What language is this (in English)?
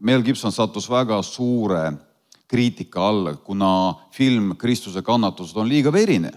Estonian